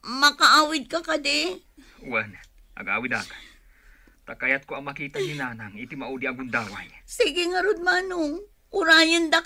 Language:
Iloko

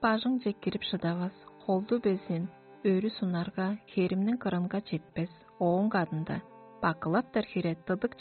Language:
Tuvinian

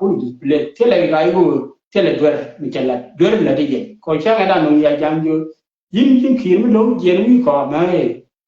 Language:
Nuer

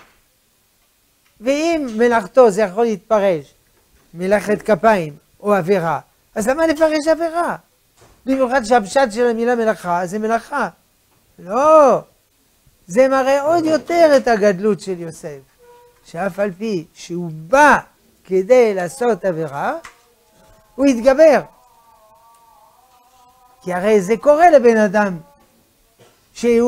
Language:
Hebrew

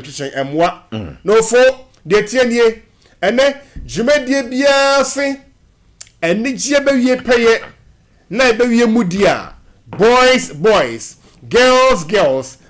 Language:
Akan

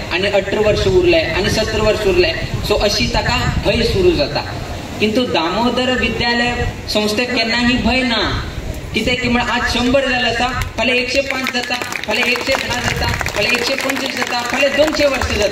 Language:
Konkani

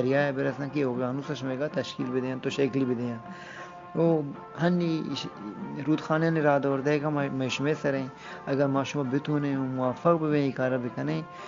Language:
Eastern Balochi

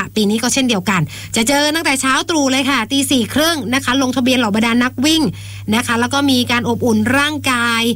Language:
Thai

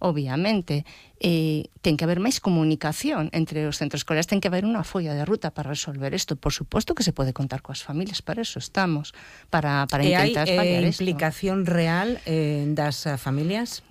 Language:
Galician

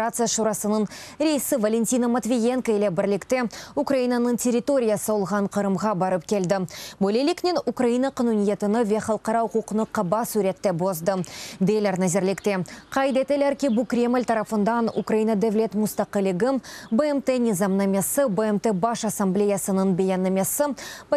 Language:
Crimean Tatar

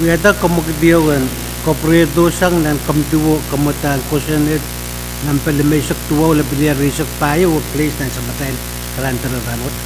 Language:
Pohnpeian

